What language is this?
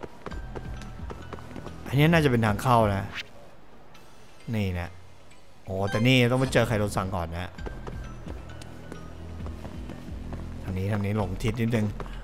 Thai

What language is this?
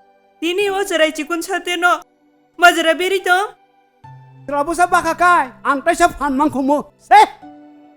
Kok Borok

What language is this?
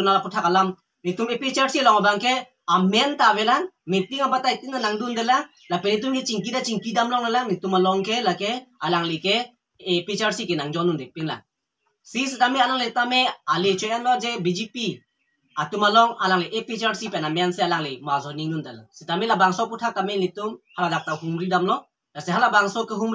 Karbi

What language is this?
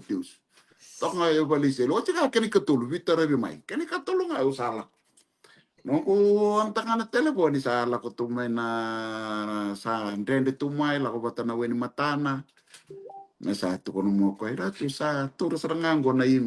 Fijian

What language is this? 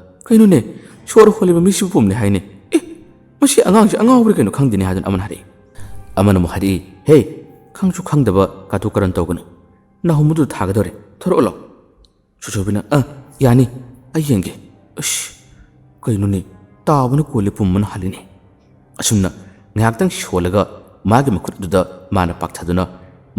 Manipuri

